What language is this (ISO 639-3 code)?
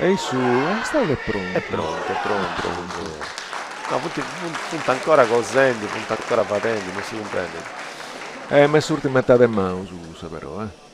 srd